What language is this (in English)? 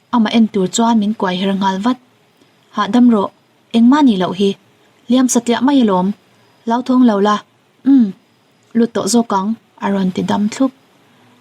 Mizo